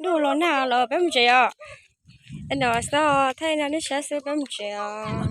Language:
Hmong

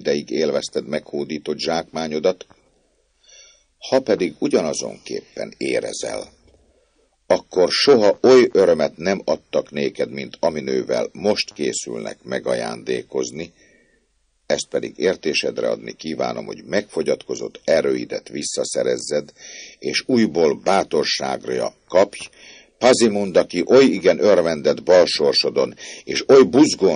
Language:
Hungarian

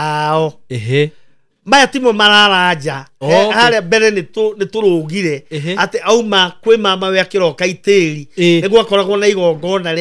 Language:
Kikuyu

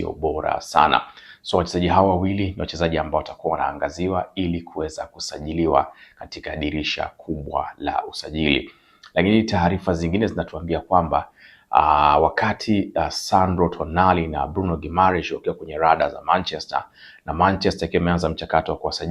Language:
Swahili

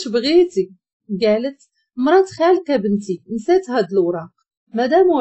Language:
Moroccan Arabic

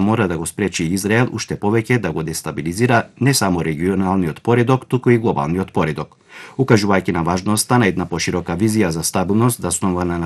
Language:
Macedonian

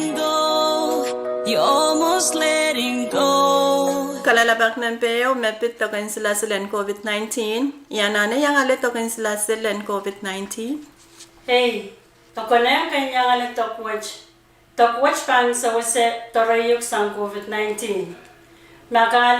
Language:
Pohnpeian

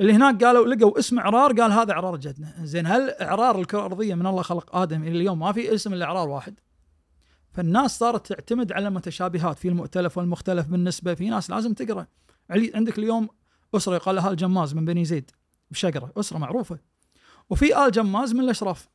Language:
Najdi Arabic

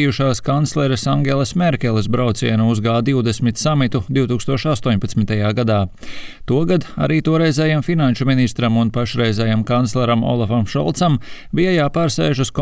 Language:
Latvian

